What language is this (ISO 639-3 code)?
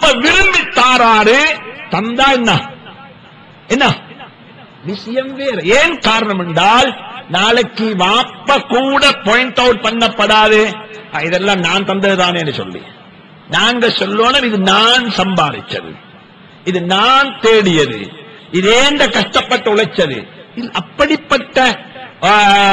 tam